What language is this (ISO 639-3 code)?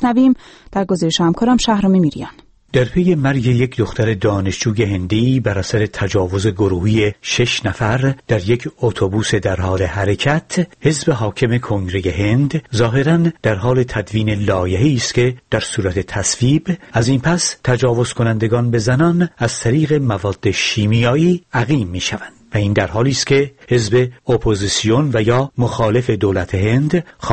fas